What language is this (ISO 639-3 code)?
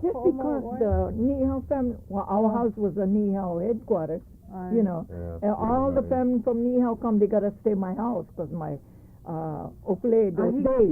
haw